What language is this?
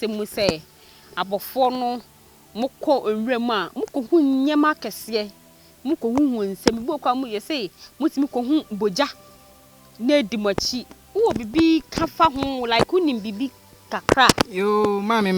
Akan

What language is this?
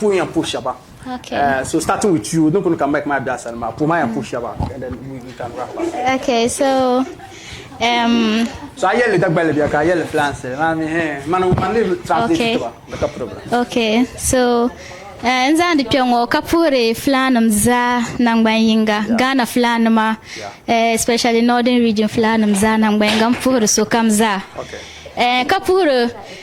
Dagbani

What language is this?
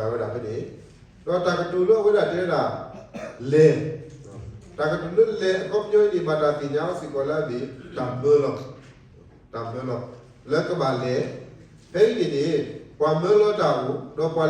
S'gaw Karen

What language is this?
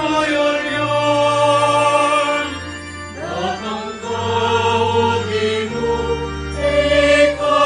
Pampanga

